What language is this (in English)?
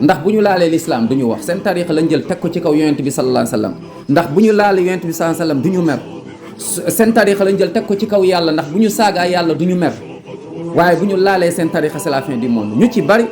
Wolof